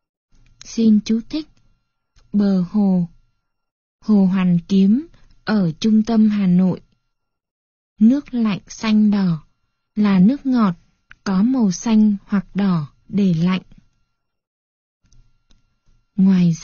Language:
Vietnamese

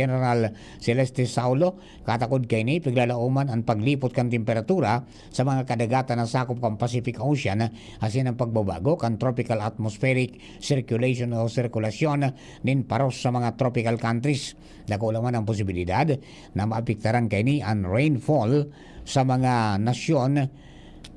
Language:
Bikol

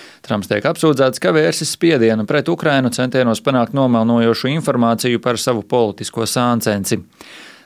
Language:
Latvian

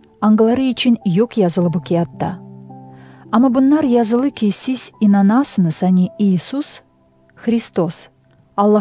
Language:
Gagauz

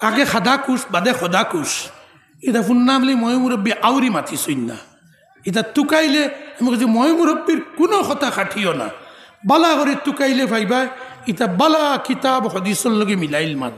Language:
Sylheti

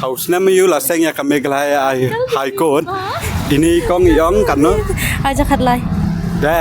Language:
Khasi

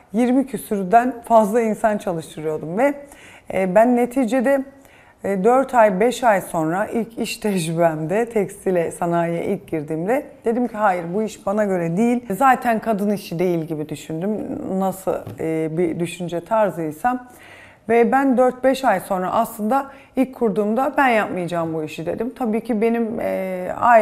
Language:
Turkish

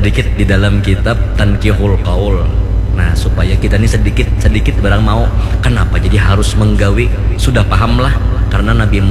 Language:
Banjar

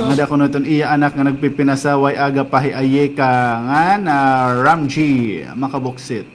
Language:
Waray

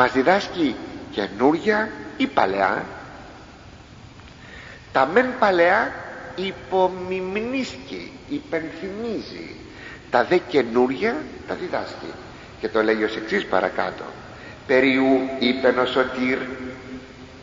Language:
Greek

